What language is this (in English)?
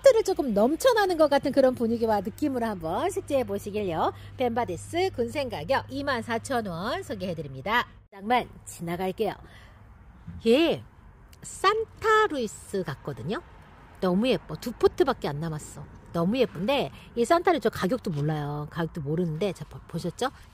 Korean